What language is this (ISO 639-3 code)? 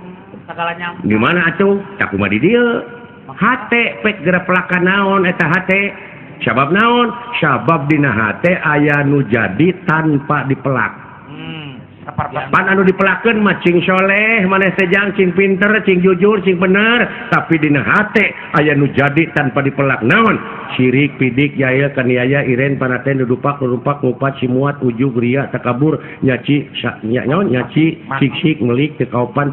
sun